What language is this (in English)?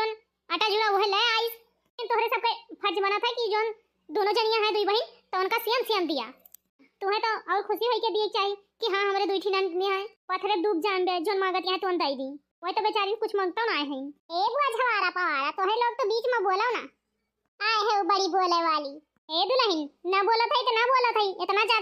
Awadhi